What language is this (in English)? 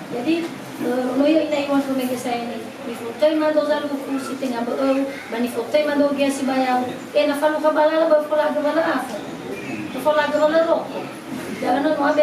Nias